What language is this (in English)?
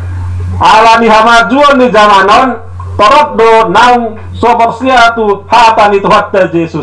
Batak Toba